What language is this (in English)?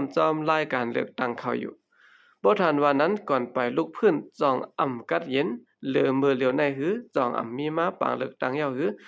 Shan